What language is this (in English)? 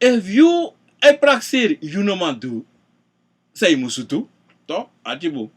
Sranan Tongo